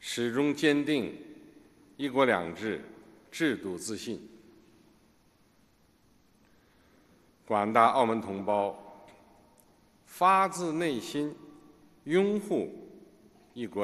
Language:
Chinese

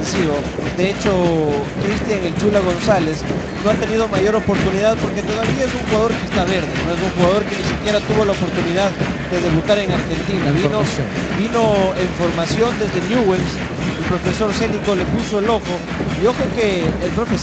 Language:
Spanish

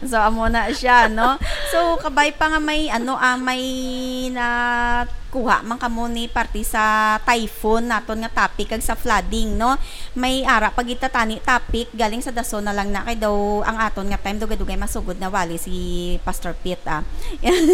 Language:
Hiligaynon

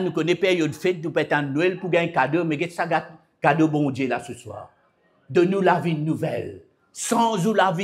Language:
Morisyen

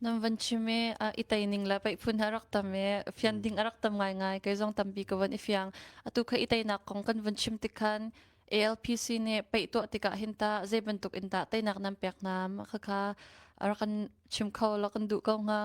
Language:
Hakha Chin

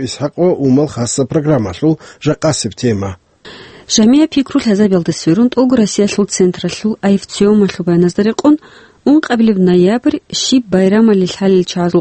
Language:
Avaric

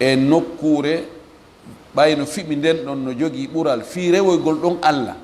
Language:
Fula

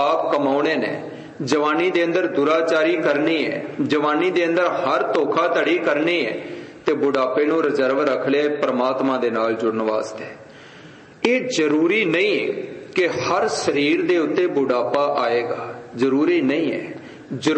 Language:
Punjabi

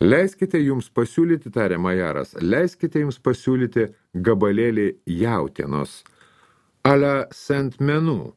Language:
Lithuanian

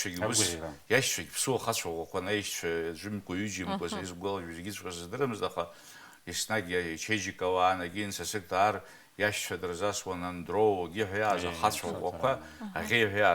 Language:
Abkhazian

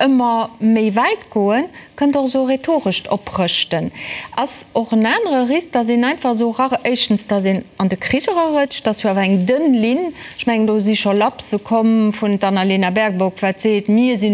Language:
Luxembourgish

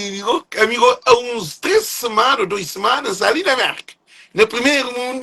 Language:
Kabuverdianu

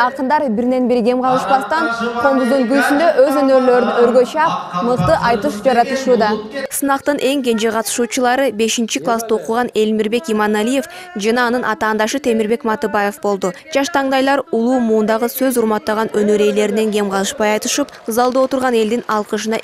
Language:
Kyrgyz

